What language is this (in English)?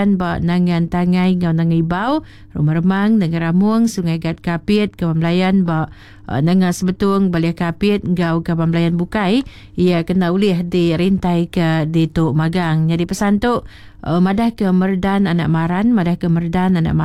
Iban